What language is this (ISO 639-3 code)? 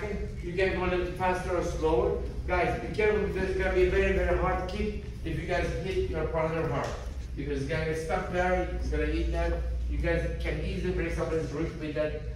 eng